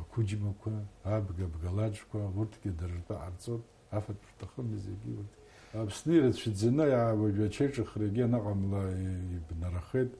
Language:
Abkhazian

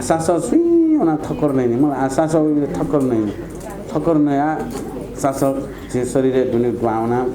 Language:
Newari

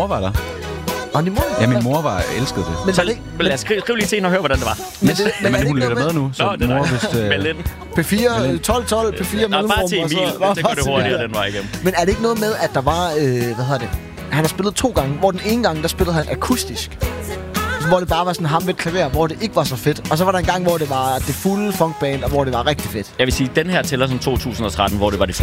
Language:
Danish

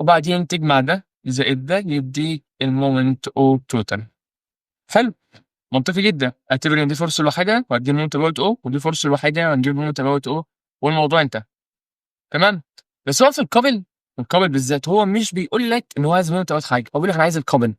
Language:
Egyptian Arabic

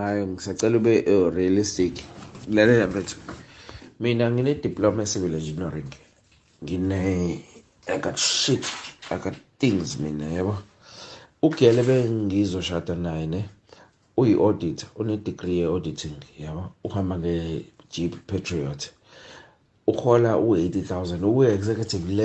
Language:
Zulu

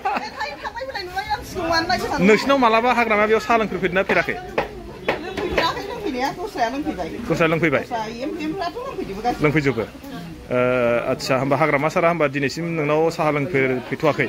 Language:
Bodo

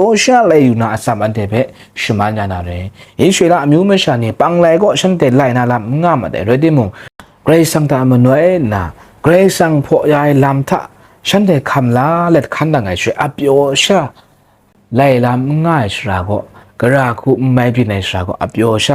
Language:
Kachin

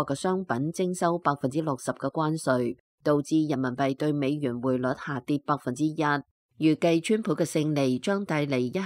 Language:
Cantonese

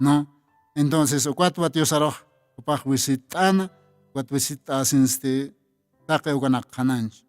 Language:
Aymara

